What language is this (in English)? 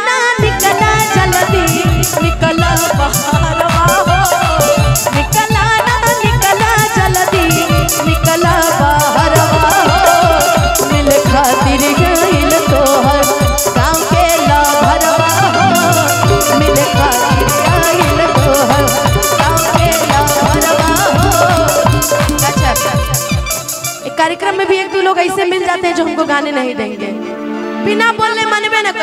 Bhojpuri